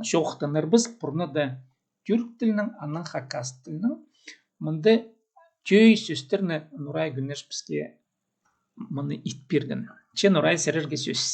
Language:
Khakas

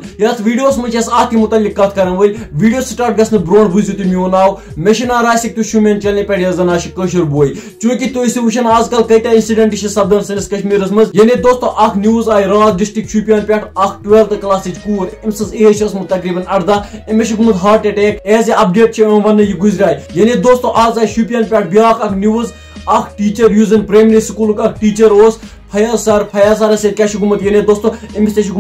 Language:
Kashmiri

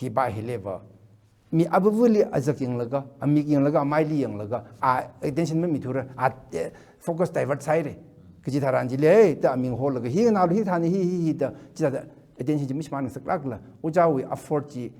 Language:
Tangkhul Naga (India)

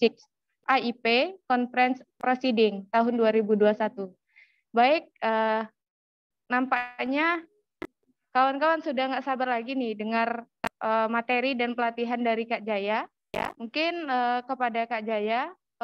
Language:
Indonesian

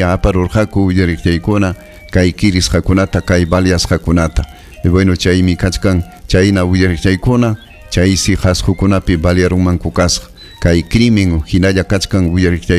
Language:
Ayacucho Quechua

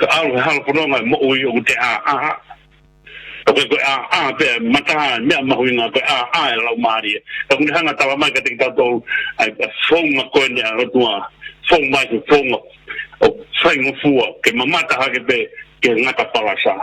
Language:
Tongan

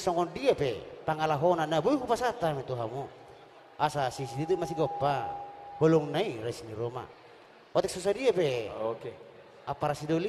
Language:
Batak Toba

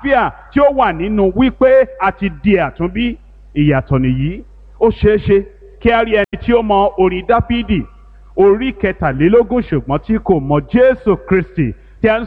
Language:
Yoruba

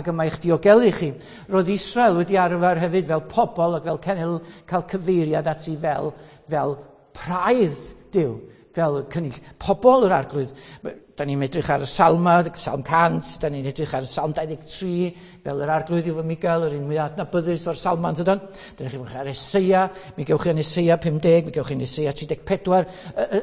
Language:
Welsh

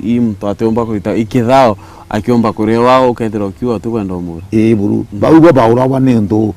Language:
Meru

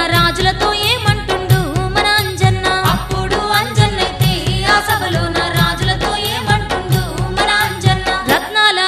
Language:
Telugu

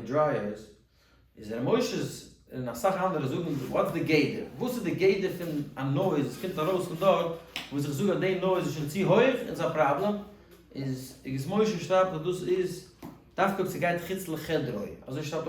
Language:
Yiddish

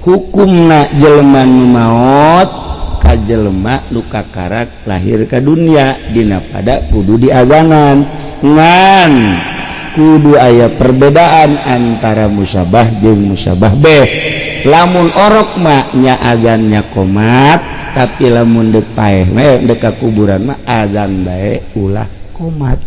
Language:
Sundanese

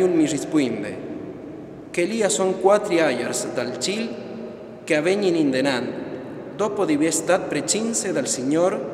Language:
Friulian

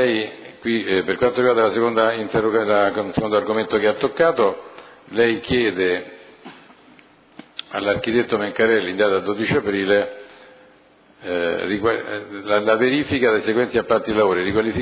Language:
Italian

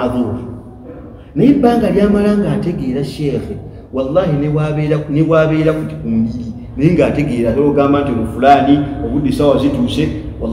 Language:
Ganda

